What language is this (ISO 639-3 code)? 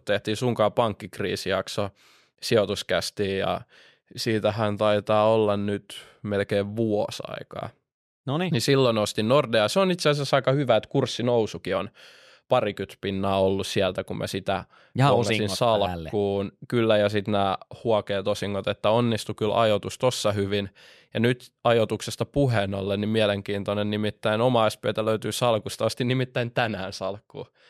fin